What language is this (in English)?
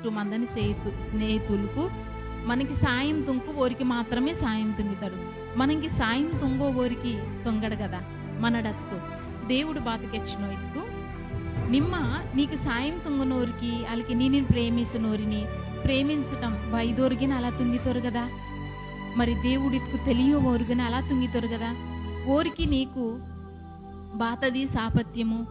Koya